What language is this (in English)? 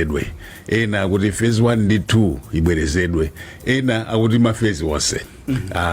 Nyanja